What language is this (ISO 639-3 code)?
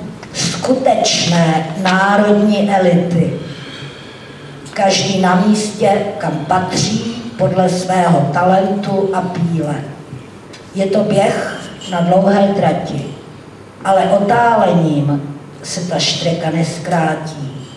ces